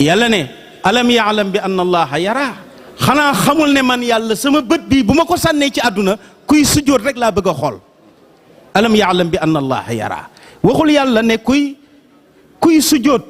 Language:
Wolof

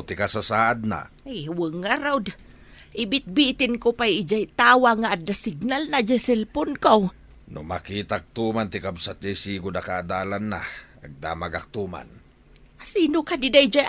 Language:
Iloko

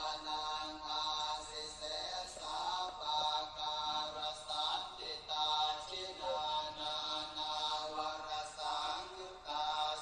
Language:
Pali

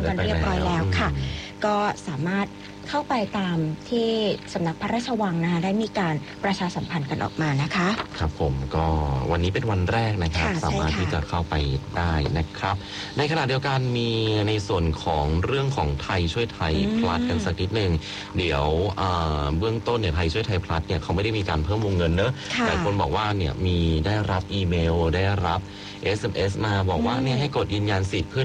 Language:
Thai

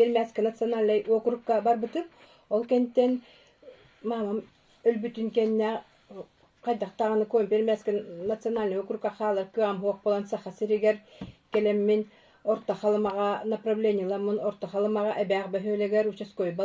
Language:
Yakut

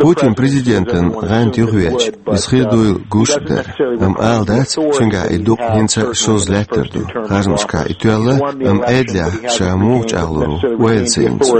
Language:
Chechen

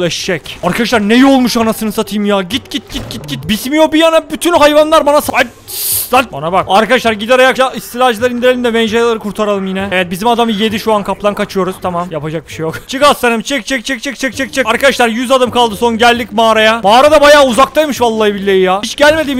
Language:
Turkish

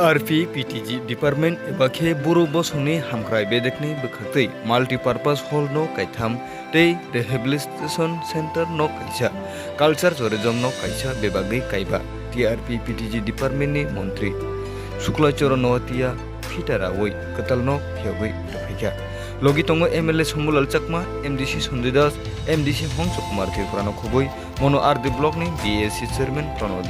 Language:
Kok Borok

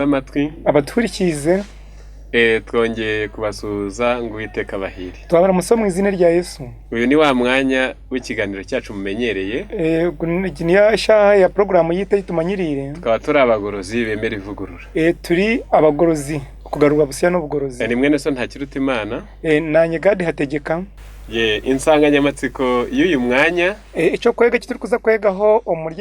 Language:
Kinyarwanda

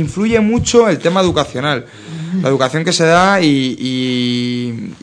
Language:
Spanish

